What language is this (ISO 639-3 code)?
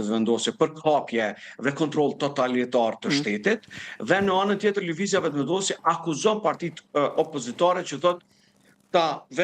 sqi